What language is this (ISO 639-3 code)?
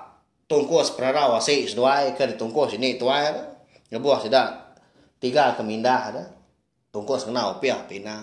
iba